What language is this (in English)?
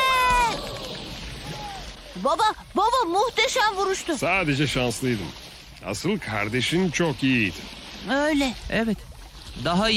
Turkish